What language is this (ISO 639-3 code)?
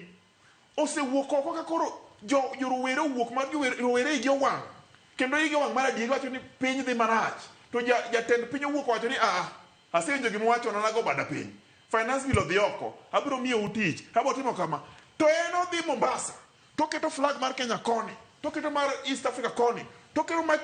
luo